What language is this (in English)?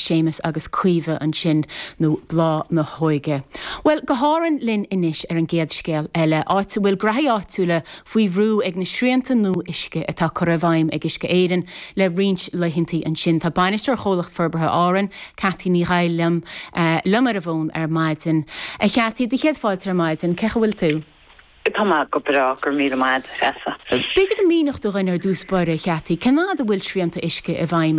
Irish